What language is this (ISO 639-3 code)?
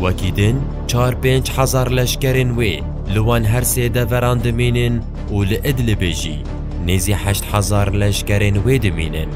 kur